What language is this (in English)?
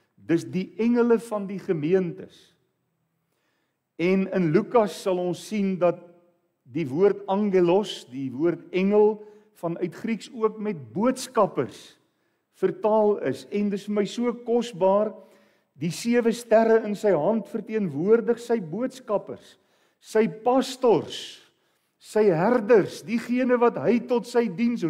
Afrikaans